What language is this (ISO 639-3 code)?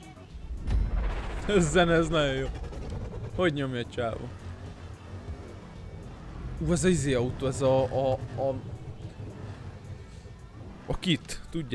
hun